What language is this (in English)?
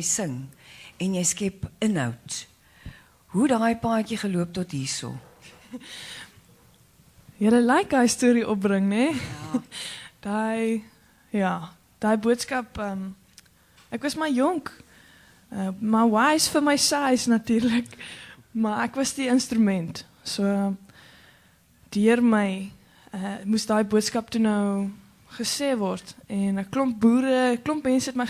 Afrikaans